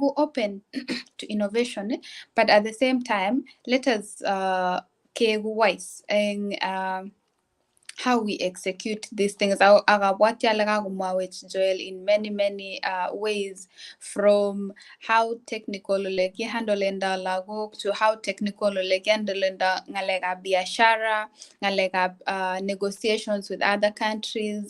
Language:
Kalenjin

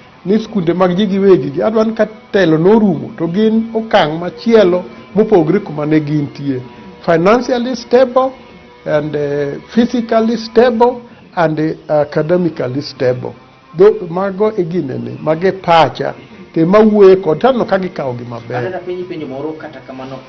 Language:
Luo (Kenya and Tanzania)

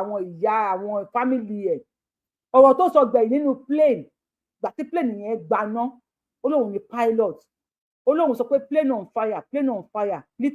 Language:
Yoruba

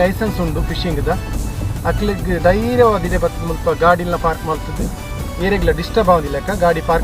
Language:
Tulu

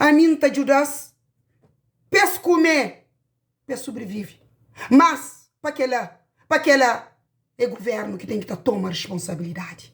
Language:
Kabuverdianu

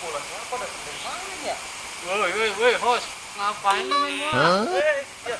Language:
Betawi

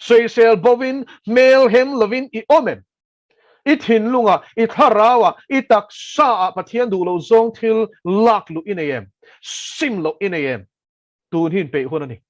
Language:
Mizo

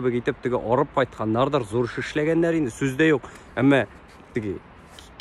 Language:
Tatar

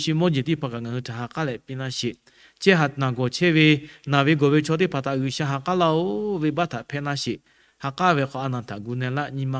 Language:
Lahu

